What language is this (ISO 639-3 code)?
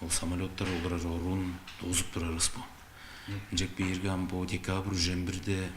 tyv